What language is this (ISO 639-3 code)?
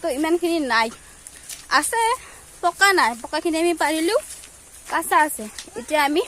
asm